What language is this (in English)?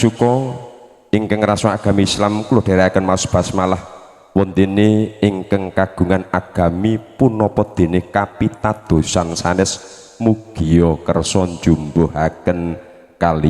Javanese